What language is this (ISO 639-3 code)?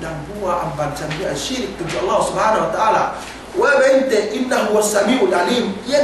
yka